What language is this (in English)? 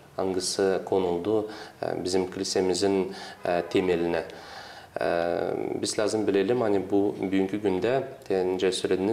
Gagauz